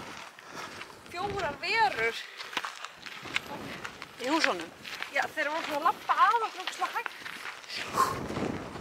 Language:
Icelandic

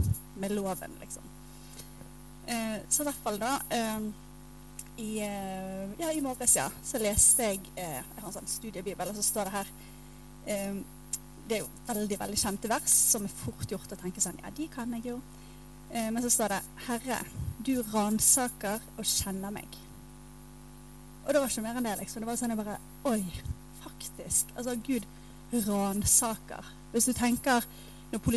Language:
Norwegian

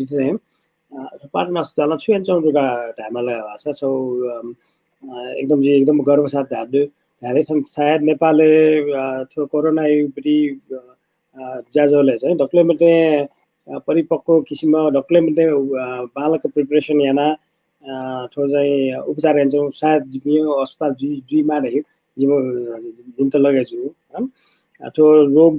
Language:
Newari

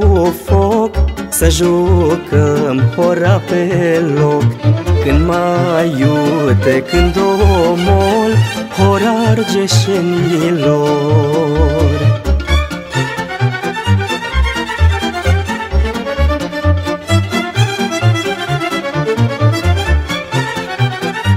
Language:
Romanian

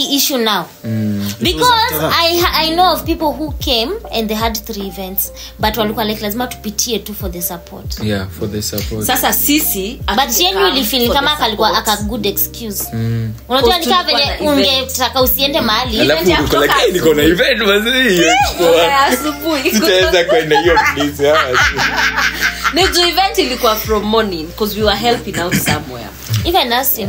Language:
Swahili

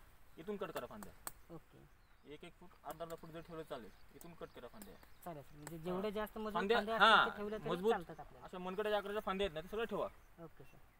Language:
Marathi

